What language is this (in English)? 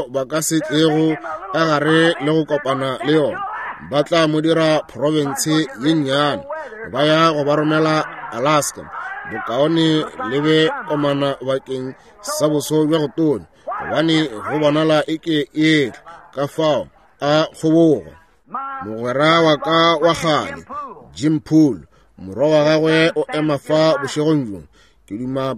Northern Sotho